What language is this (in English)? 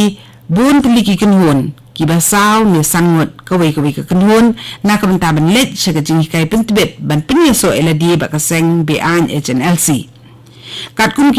Khasi